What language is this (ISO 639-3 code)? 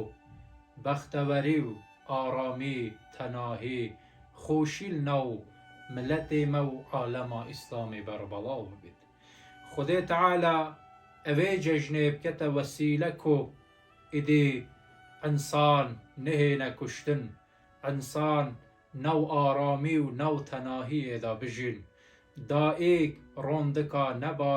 kur